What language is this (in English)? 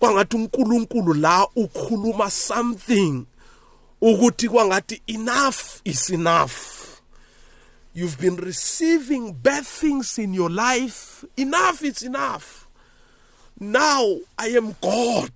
South Ndebele